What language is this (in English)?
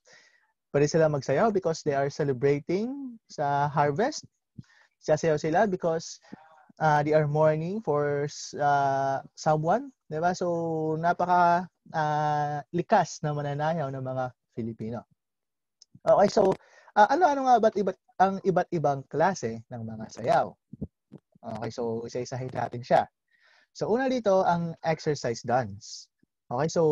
Filipino